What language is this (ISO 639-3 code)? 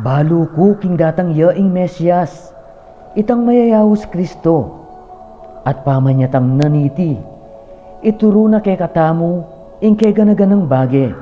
pam